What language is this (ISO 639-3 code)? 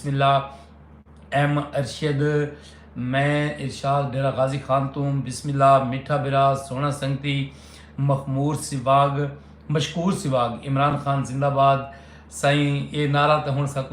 skr